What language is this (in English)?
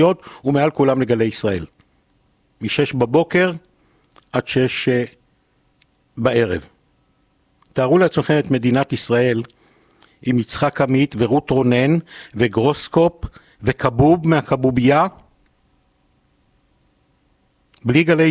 Hebrew